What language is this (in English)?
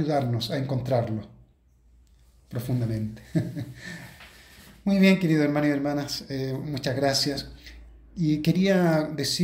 Spanish